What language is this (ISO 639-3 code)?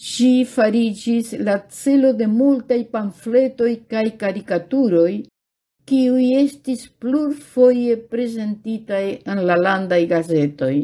epo